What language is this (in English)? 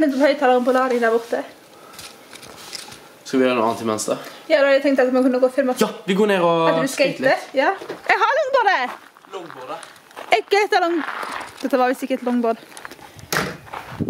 Norwegian